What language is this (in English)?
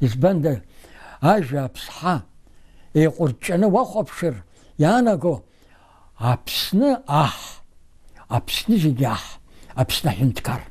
Abkhazian